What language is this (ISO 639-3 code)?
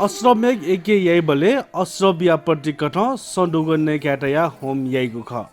new